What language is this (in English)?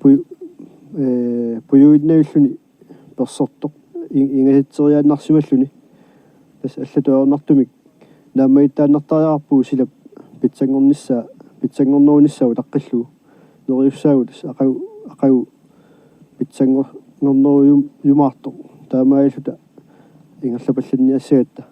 Kalaallisut